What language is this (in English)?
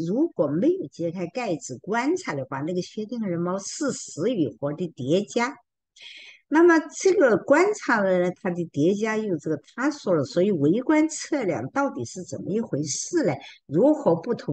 Chinese